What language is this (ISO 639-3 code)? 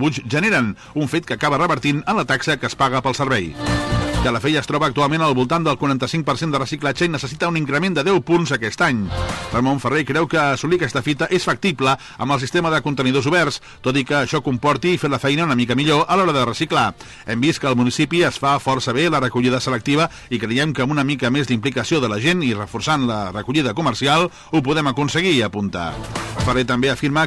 cat